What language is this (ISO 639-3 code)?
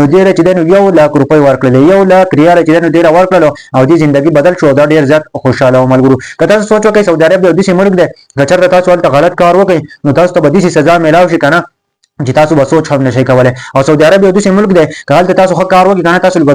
pus